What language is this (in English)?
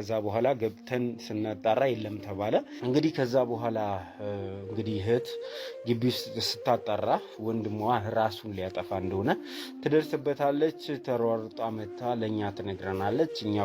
Amharic